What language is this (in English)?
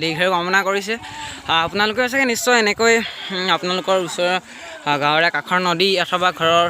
Assamese